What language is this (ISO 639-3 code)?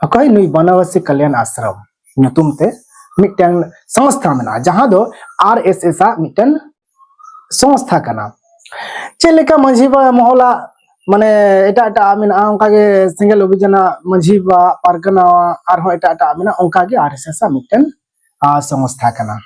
sat